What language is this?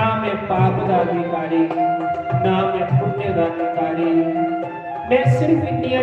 Dogri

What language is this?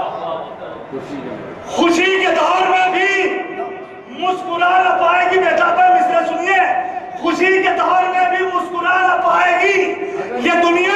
Hindi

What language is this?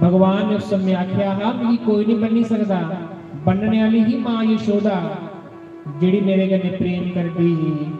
Dogri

